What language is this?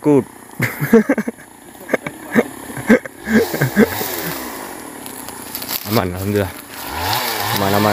Indonesian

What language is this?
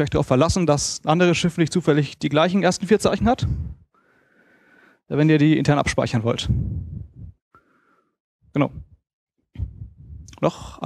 German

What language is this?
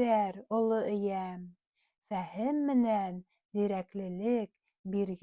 Bashkir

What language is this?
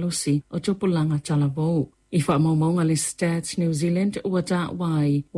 Samoan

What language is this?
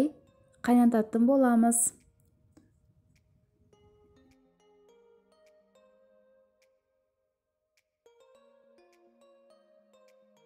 Kazakh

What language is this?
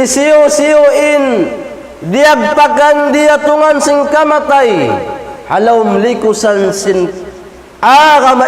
Tausug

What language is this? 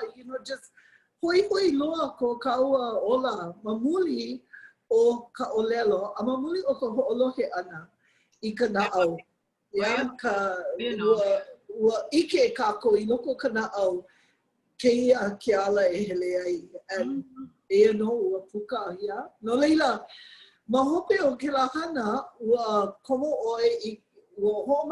Hawaiian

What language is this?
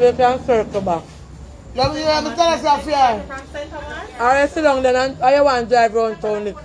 Jamaican Creole English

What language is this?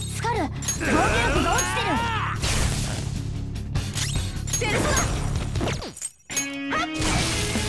Japanese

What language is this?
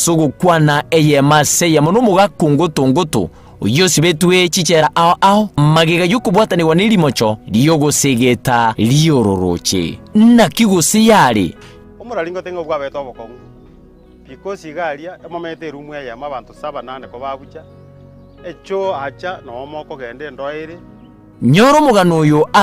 Gusii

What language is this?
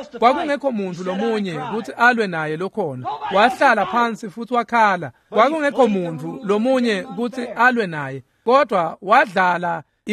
Swati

